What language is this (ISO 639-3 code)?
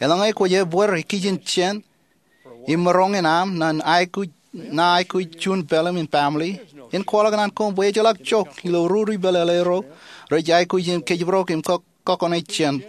mah